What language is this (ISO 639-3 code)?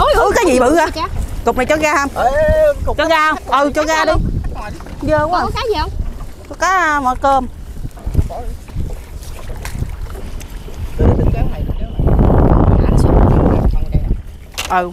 vie